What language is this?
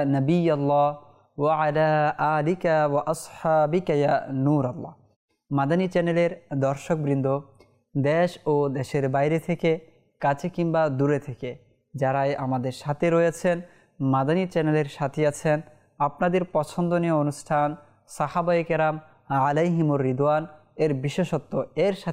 Bangla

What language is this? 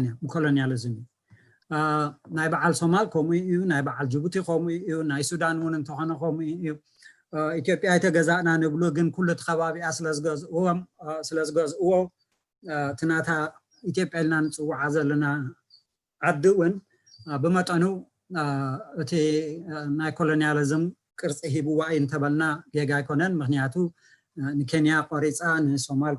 Tigrinya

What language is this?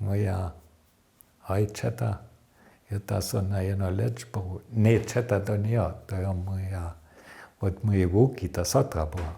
Upper Sorbian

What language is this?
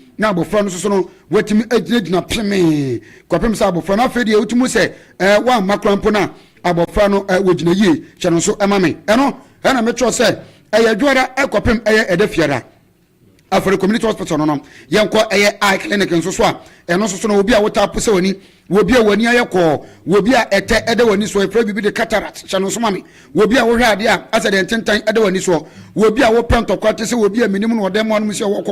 Akan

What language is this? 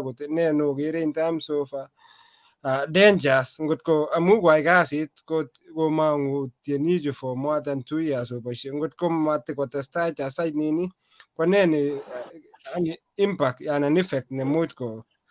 Kalenjin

